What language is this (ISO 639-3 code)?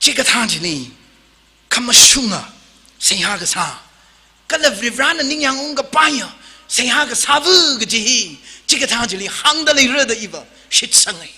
nmf